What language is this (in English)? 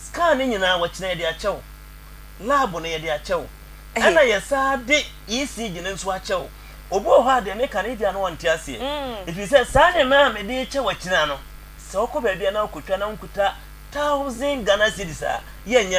Akan